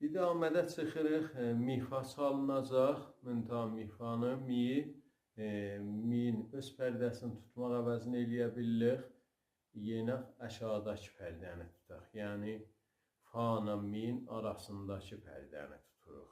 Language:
South Azerbaijani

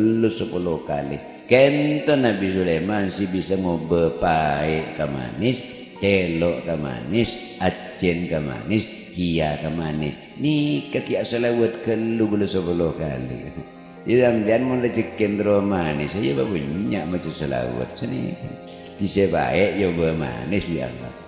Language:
Madurese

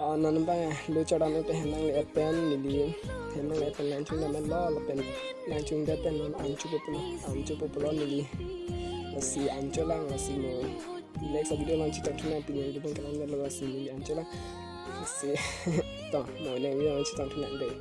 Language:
Karbi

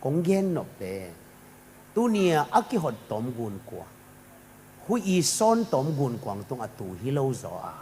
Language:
Tedim Chin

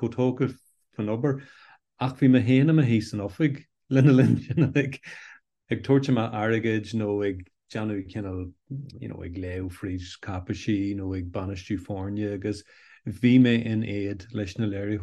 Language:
Irish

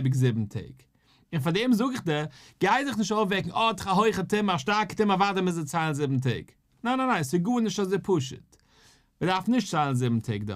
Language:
Yiddish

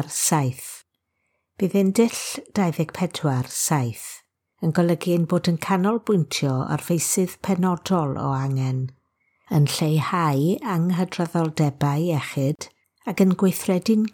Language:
Welsh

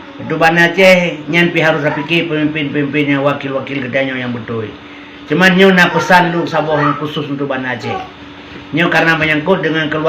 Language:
Achinese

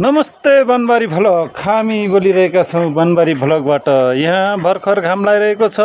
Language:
Nepali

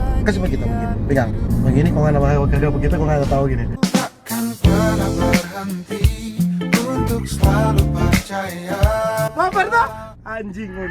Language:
Manado Malay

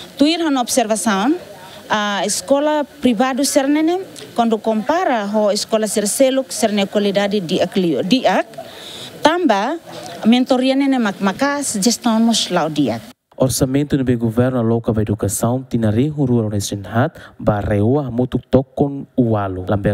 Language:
Tetum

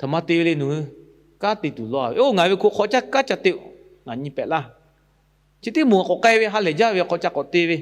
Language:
Lahu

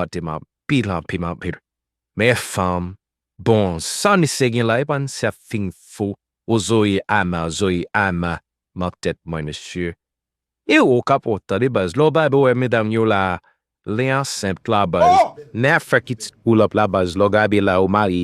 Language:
Haitian Creole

